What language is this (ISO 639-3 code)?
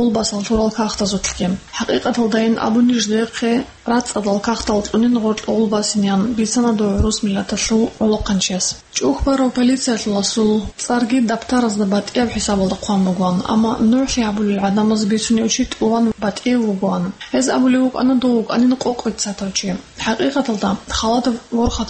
ava